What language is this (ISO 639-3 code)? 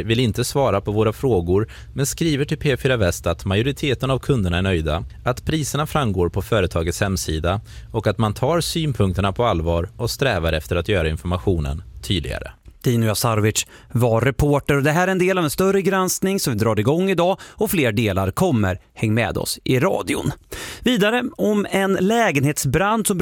swe